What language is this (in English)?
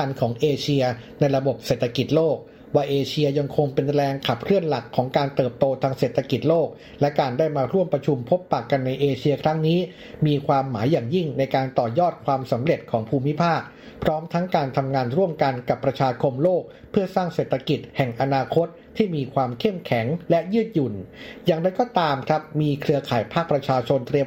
Thai